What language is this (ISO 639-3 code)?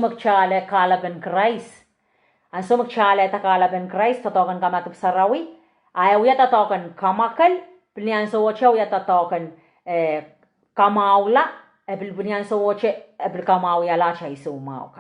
pon